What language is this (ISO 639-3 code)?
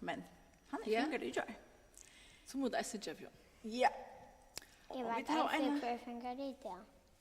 fao